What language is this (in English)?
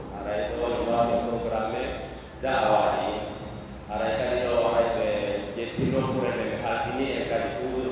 Pular